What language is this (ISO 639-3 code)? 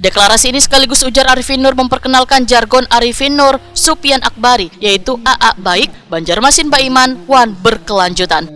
bjn